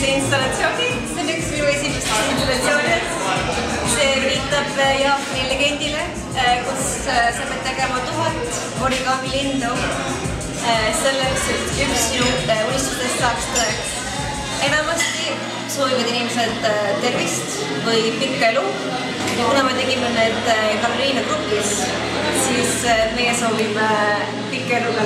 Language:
Estonian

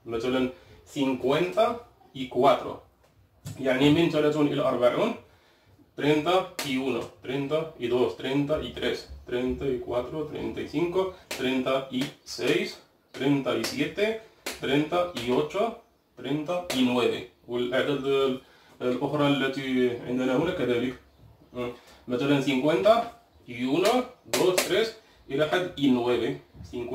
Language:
Arabic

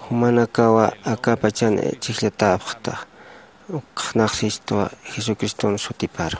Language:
Aymara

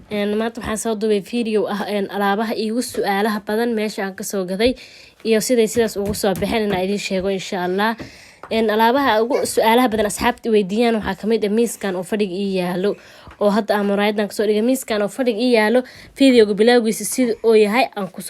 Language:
Somali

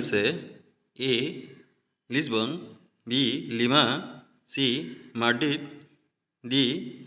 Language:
Assamese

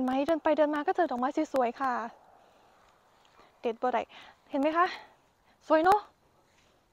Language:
Thai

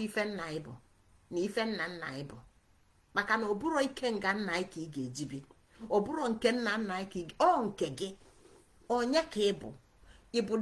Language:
Igbo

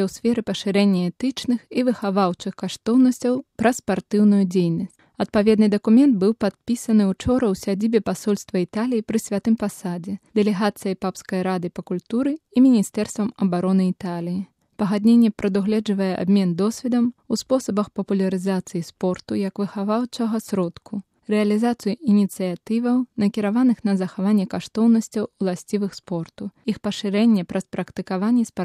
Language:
Belarusian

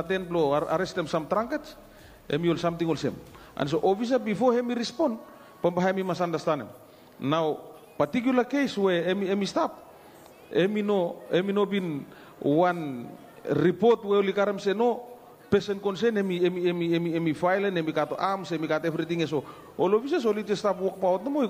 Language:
Bislama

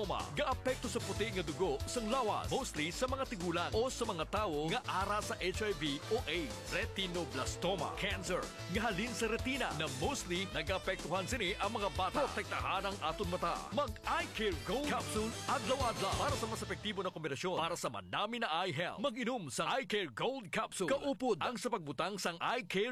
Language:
Hiligaynon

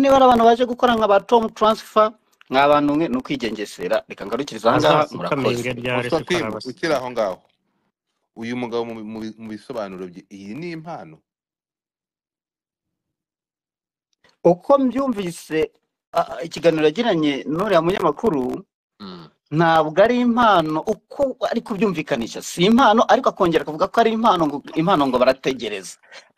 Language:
Kinyarwanda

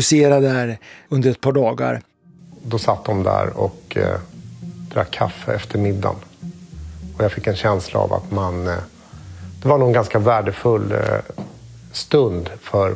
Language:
Swedish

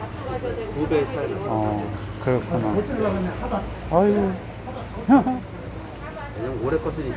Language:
Korean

